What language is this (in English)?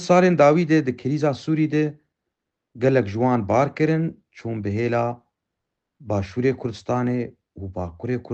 Kurdish